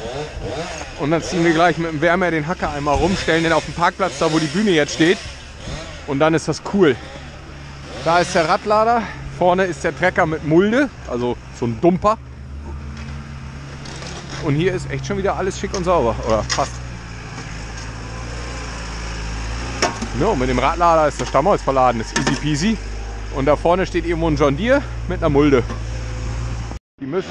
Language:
German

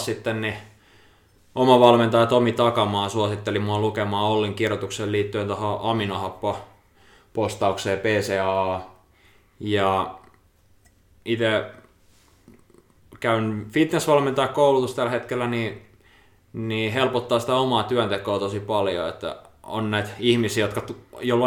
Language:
Finnish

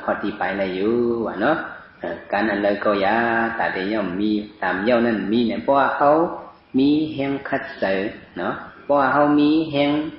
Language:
Shan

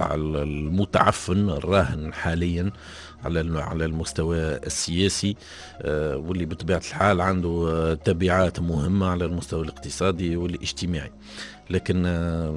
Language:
Tunisian Arabic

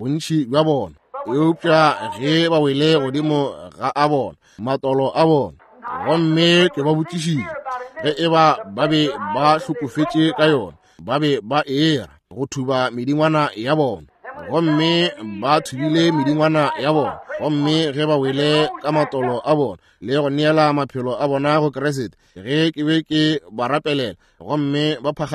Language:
Northern Sotho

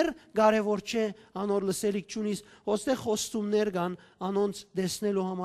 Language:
Western Armenian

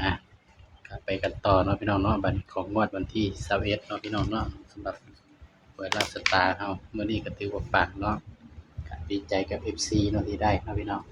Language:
Northeastern Thai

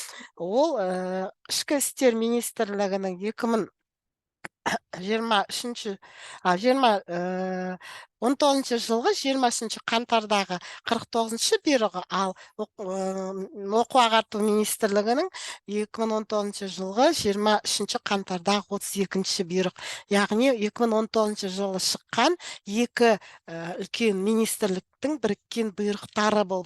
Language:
Kazakh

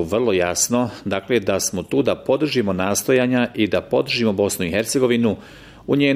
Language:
Bosnian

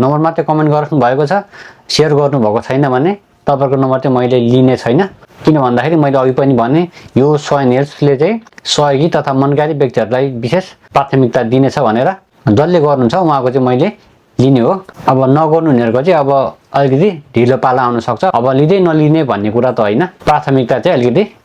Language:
Nepali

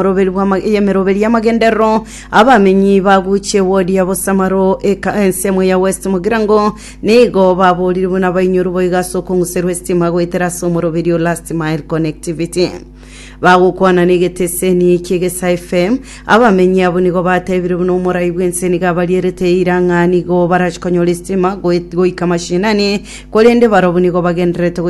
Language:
Gusii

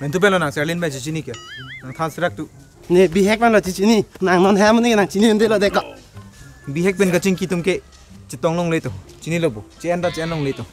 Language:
Karbi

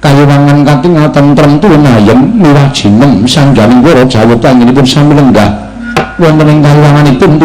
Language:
Javanese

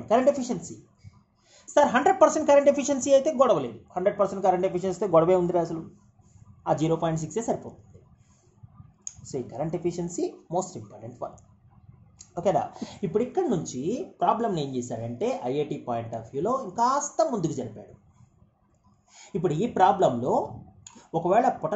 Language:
Telugu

